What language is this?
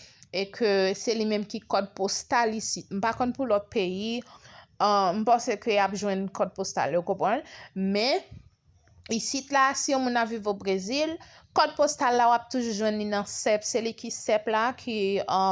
Haitian Creole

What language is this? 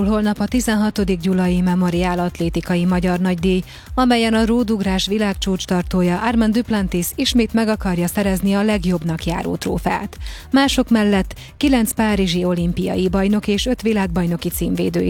Hungarian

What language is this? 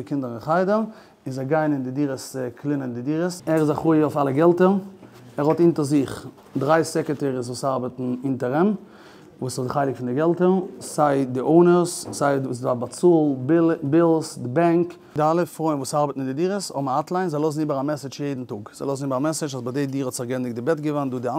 Yiddish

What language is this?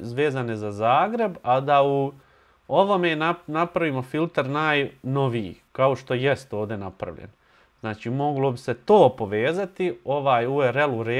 Bosnian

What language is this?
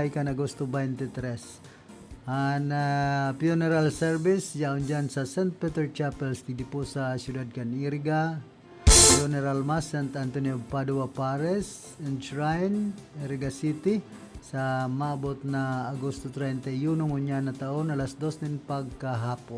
Bikol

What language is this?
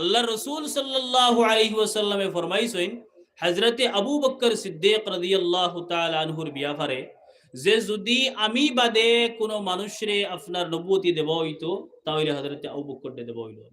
Sylheti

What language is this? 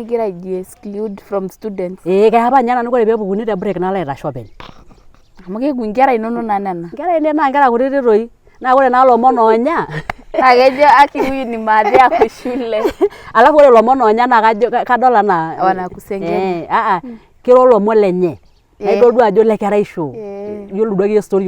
Masai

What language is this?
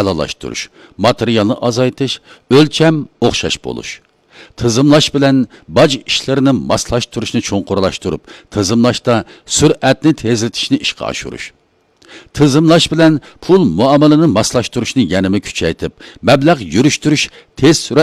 Uyghur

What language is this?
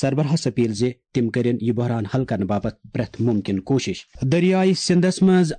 Kashmiri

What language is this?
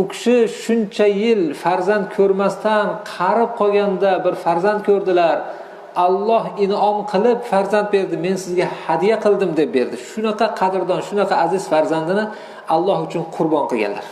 Uzbek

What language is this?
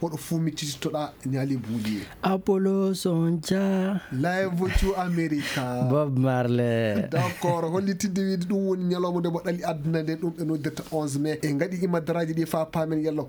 Nigerian Fulfulde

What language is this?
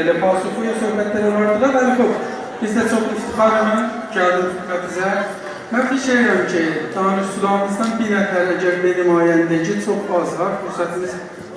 South Azerbaijani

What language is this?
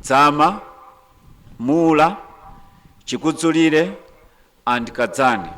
Nyanja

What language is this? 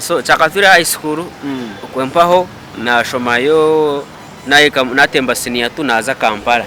Nyankole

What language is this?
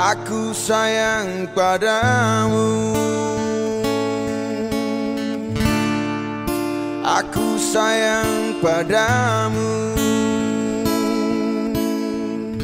Indonesian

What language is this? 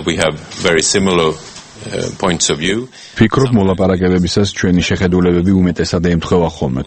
Georgian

